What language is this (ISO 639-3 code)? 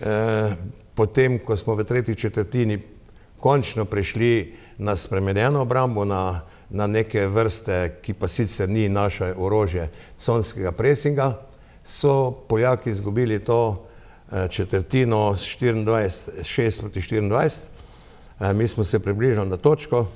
slv